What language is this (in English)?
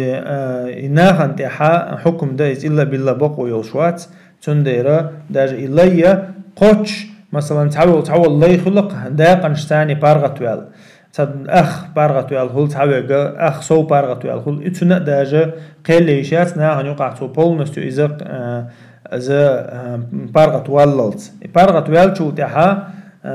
Chechen